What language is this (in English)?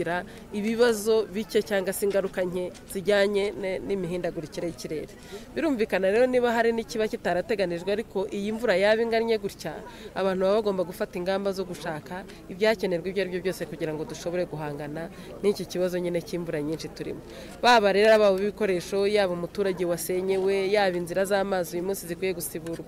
Kinyarwanda